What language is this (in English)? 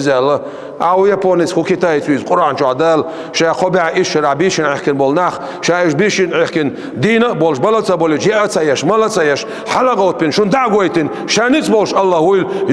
Chechen